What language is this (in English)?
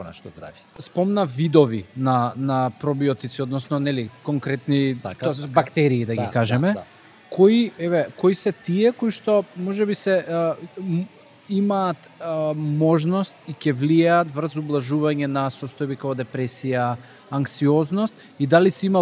Macedonian